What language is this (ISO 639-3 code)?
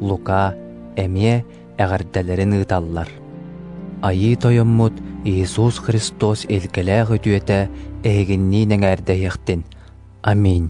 sah